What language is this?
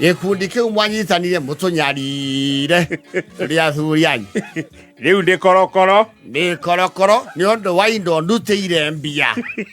Kikuyu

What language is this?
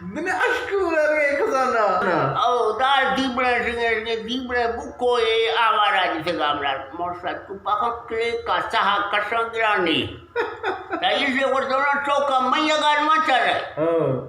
Eastern Balochi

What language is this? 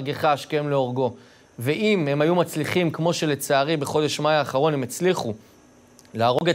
Hebrew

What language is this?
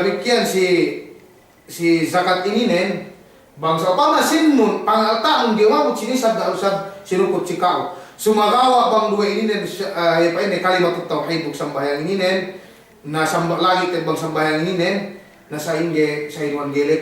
Yakan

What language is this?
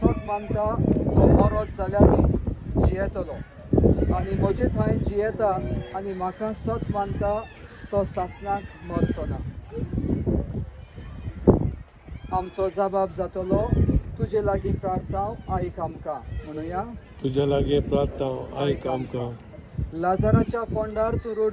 Konkani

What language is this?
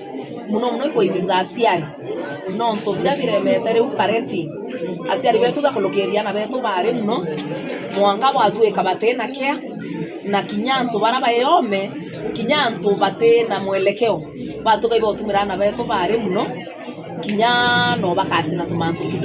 Meru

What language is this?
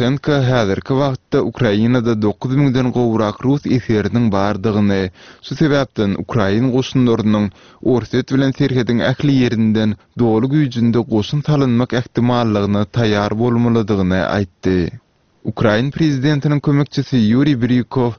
Turkmen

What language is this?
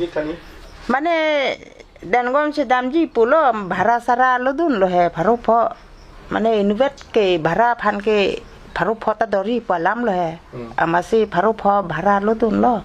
Karbi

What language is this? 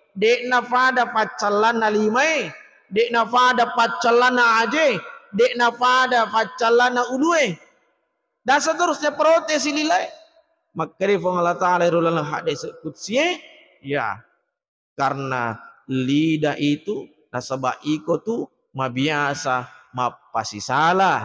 Buginese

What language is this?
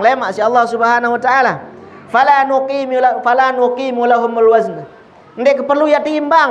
Sasak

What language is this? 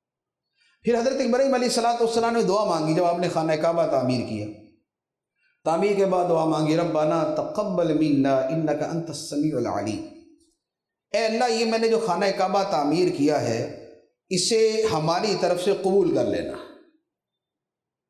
Urdu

